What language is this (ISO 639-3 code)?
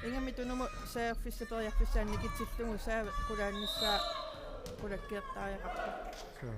kal